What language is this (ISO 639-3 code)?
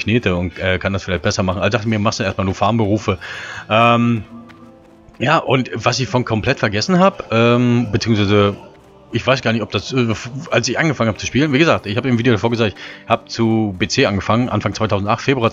deu